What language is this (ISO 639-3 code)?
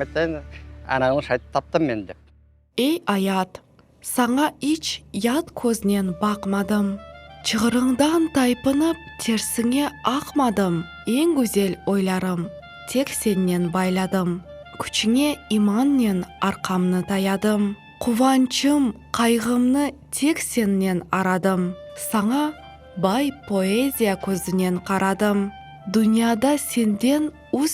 crh